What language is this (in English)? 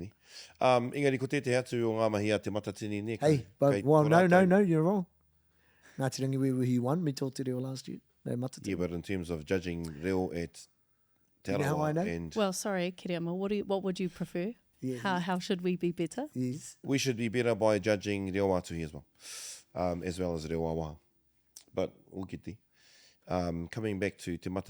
Māori